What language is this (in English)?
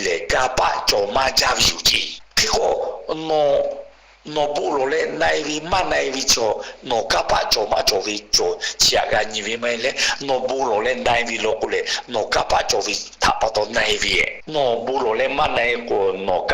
Lahu